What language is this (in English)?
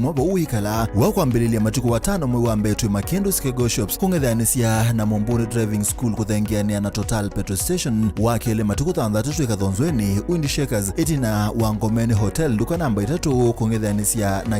Kamba